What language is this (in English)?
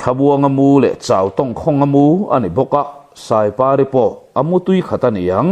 Mizo